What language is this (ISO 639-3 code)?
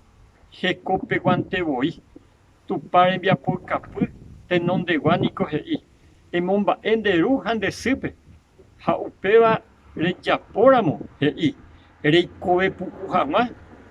grn